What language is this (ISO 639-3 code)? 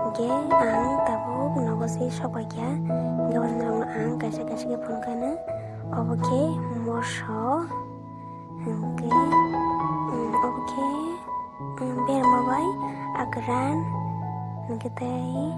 trp